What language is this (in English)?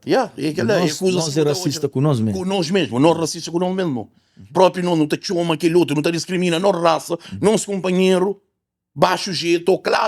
Kabuverdianu